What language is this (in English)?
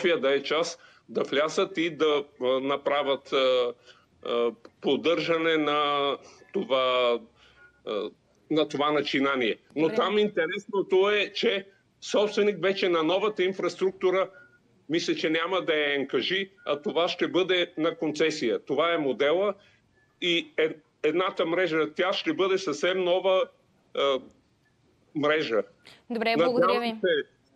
Bulgarian